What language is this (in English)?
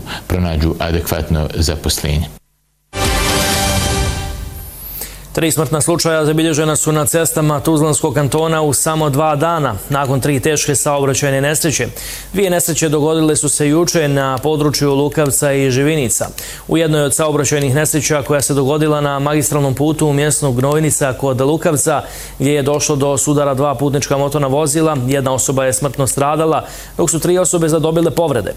Bosnian